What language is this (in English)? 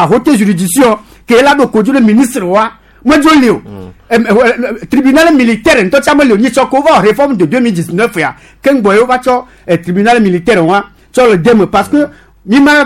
Gen